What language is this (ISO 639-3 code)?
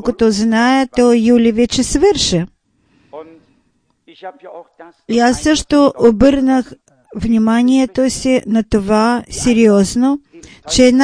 bul